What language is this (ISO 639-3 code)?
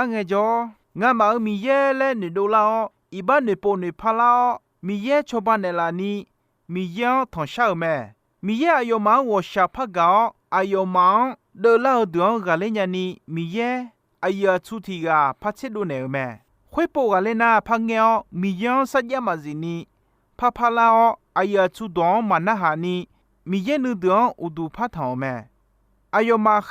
ahk